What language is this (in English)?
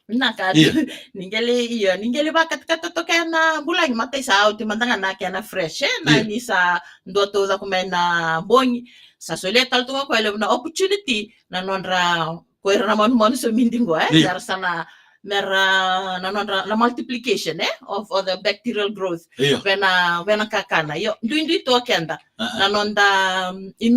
Fijian